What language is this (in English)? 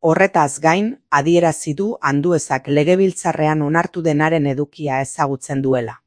Basque